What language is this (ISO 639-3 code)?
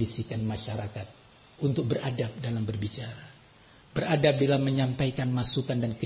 ind